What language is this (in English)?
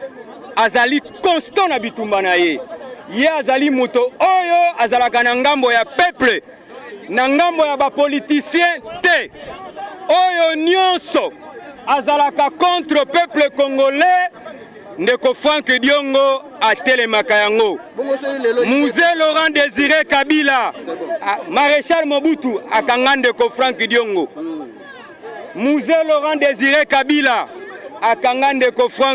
Lingala